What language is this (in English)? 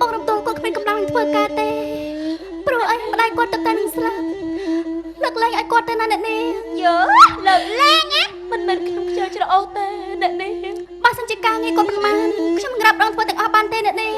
Khmer